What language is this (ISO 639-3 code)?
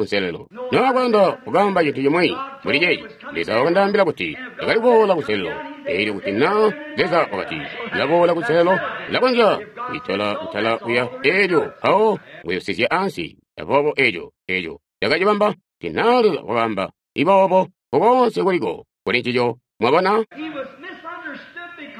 toi